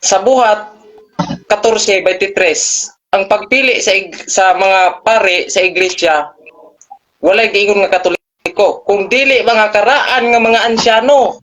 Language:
Cebuano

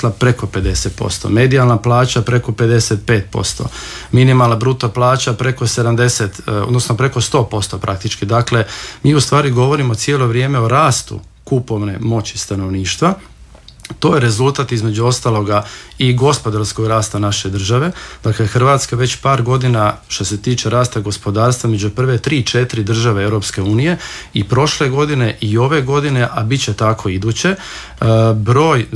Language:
Croatian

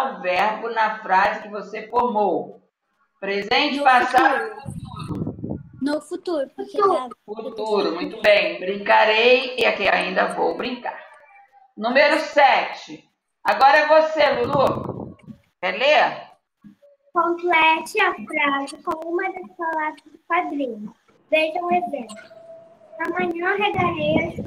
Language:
Portuguese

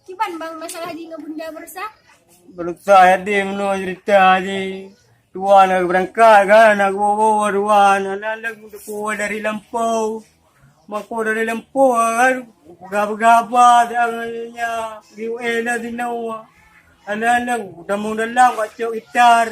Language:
Achinese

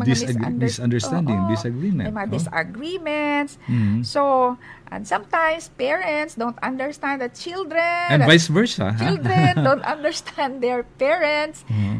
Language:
Filipino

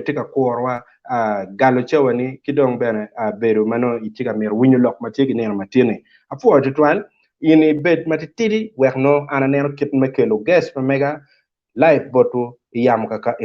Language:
Acoli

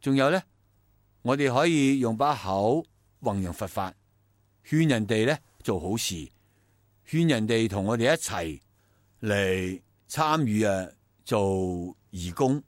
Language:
Cantonese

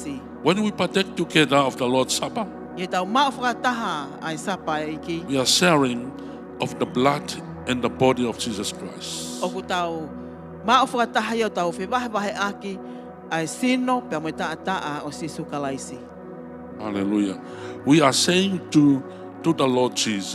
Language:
Tongan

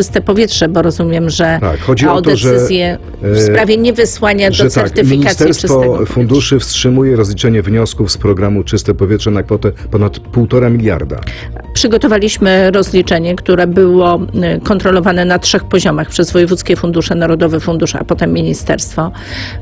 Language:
Polish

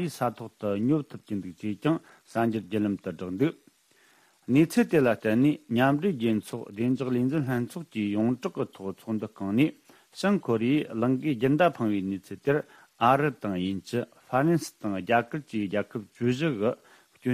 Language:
Tibetan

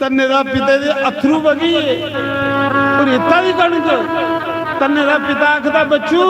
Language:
Dogri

